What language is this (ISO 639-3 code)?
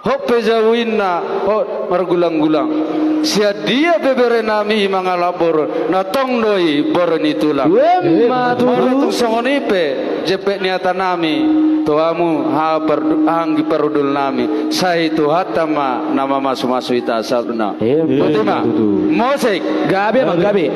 bbc